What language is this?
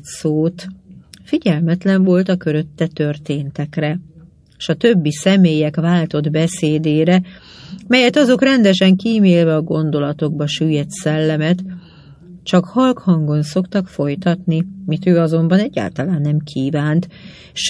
Hungarian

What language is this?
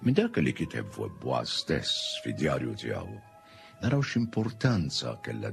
Maltese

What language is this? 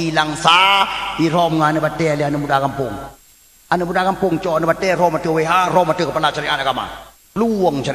Achinese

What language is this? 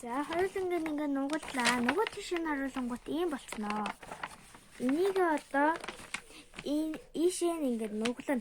Mongolian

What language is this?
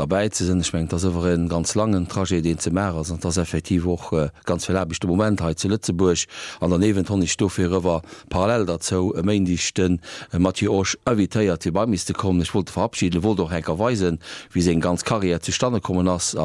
Luxembourgish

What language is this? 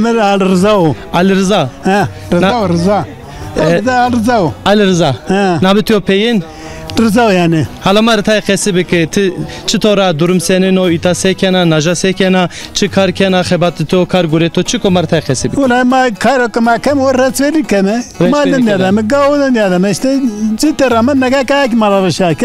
Zaza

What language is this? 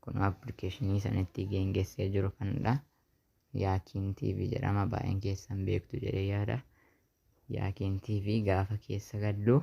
Oromo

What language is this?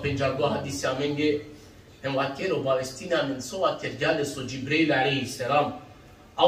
Balkan Romani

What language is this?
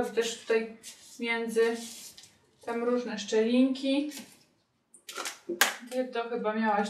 Polish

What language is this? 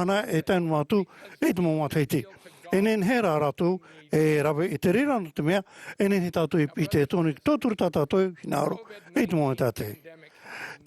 Tahitian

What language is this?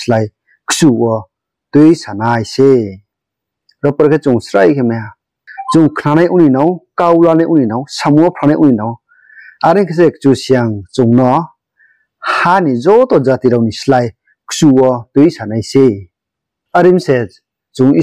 Riang (India)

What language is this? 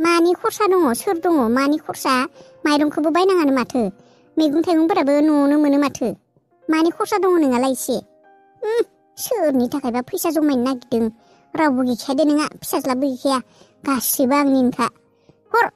Bodo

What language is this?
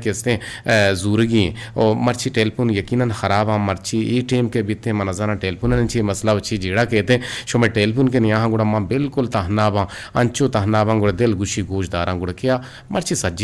Eastern Balochi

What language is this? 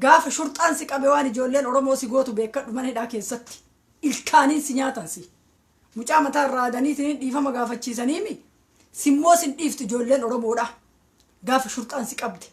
Oromo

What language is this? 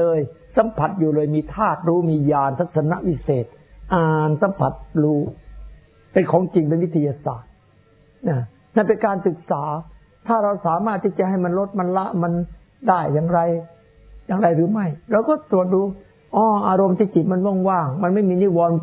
Thai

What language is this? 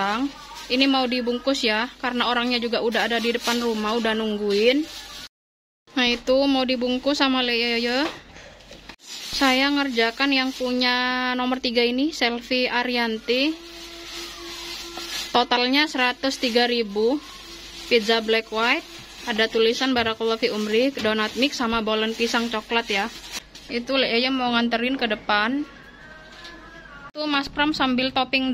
Indonesian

